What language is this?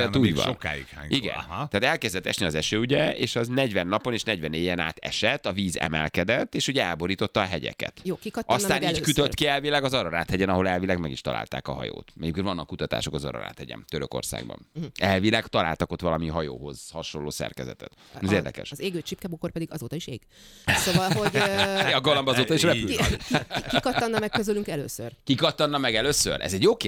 Hungarian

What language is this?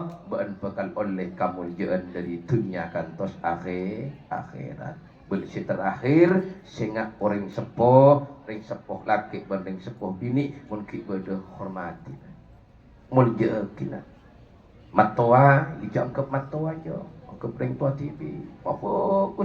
Madurese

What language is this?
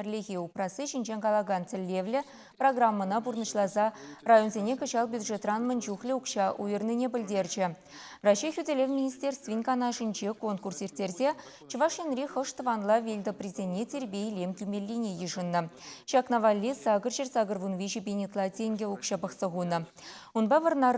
Chuvash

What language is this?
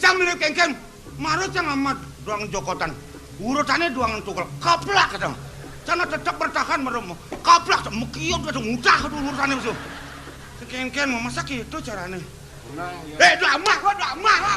Balinese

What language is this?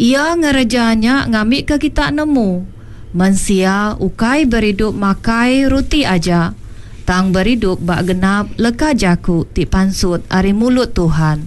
Iban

